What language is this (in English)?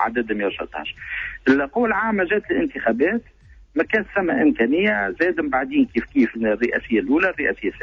Tunisian Arabic